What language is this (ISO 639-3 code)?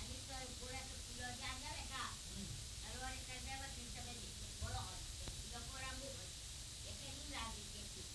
fas